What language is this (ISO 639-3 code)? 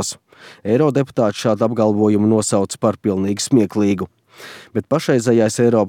lav